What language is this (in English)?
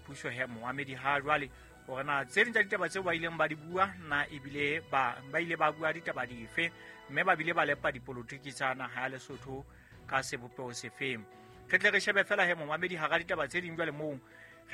Southern Sotho